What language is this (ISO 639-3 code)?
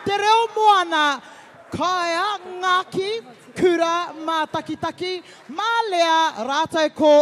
mri